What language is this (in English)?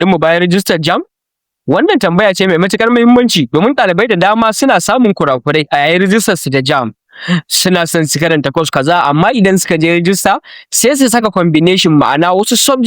Hausa